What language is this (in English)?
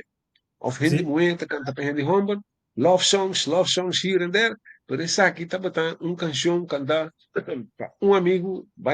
Papiamento